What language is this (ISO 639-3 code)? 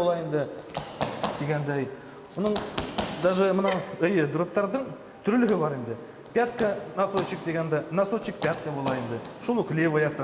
bak